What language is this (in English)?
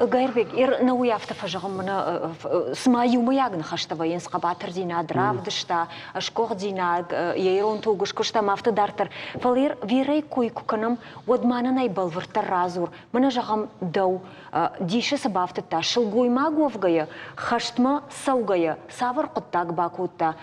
Ossetic